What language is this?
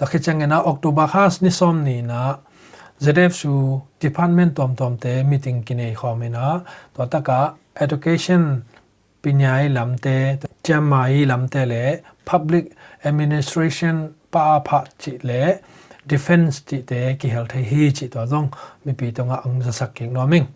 Tedim Chin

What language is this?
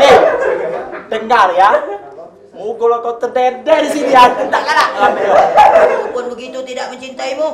Musi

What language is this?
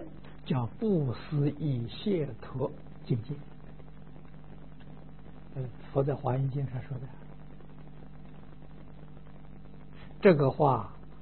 Chinese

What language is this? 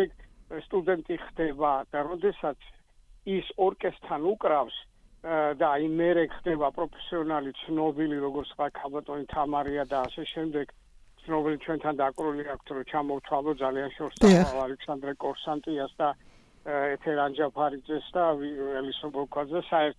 Georgian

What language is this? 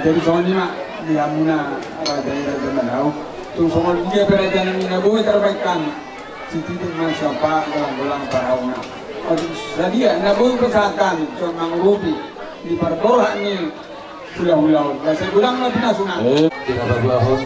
Batak Toba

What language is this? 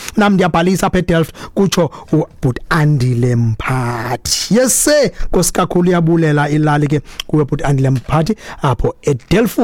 Xhosa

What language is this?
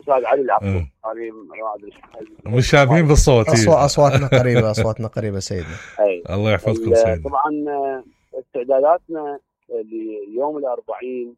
Mesopotamian Arabic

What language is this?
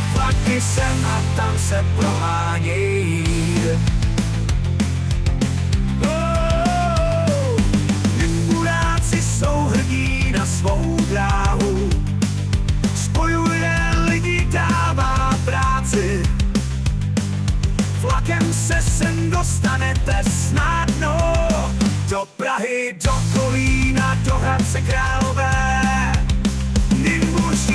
Czech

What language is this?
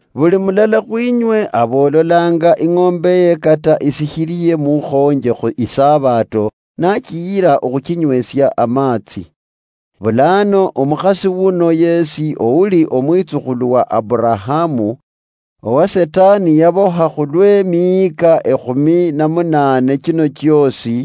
Luyia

